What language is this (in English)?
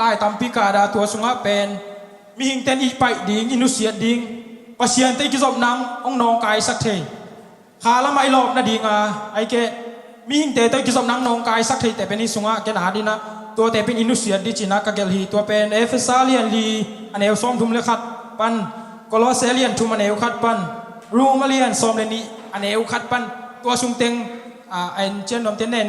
Tedim Chin